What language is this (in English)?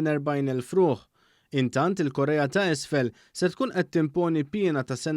Maltese